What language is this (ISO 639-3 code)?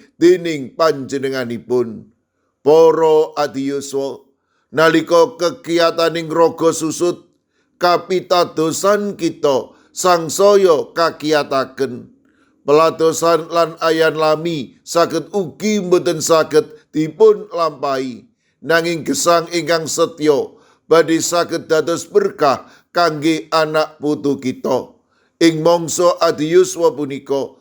jav